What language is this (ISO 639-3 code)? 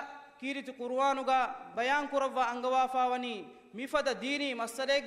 div